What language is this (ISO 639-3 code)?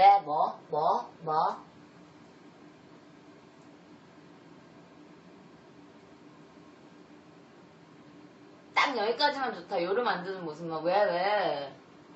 kor